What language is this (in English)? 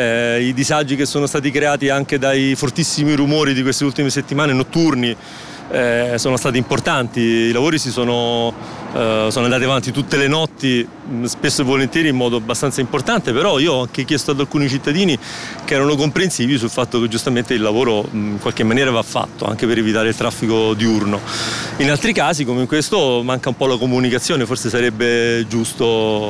Italian